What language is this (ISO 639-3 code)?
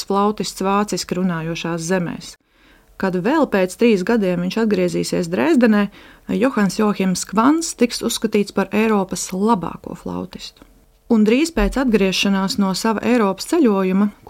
lav